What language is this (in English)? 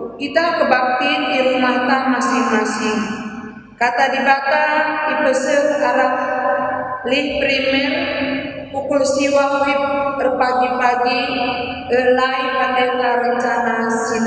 Batak Karo